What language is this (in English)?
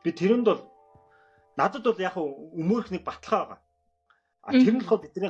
Mongolian